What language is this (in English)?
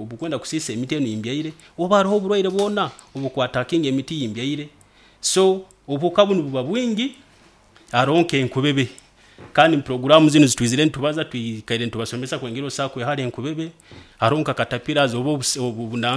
Nyoro